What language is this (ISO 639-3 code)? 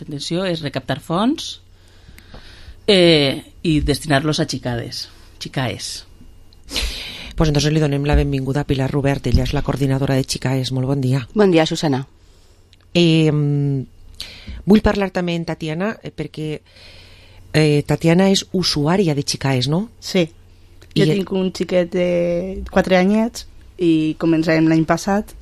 cat